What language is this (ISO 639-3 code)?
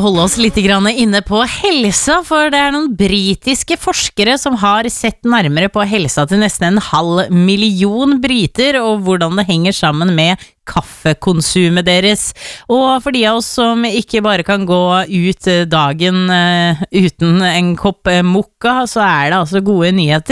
nor